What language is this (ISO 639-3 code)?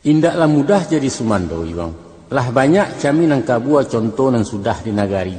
min